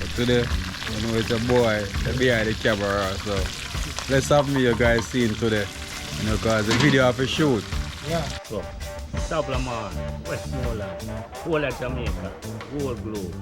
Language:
Jamaican Creole English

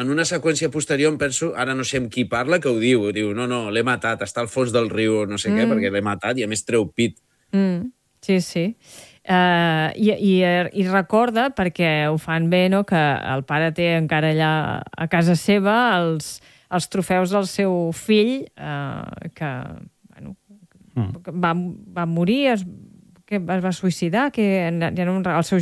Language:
Catalan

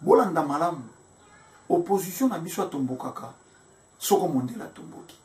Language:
Lingala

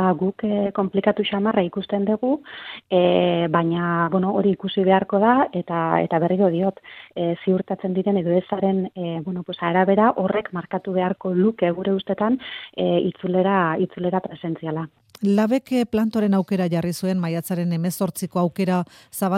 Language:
Basque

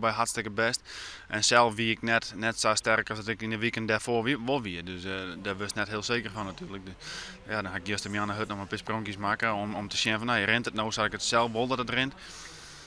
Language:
Western Frisian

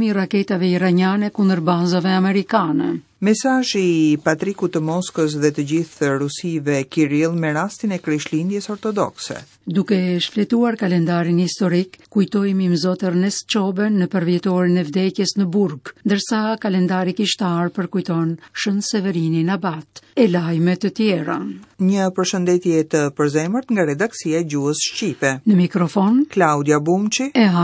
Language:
Albanian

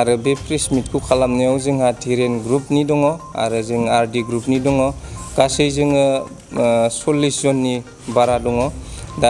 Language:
Bodo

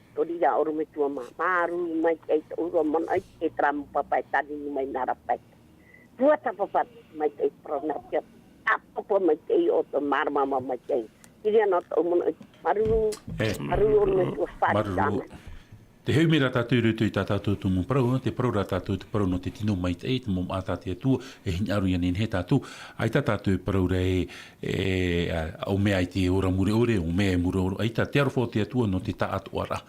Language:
Tahitian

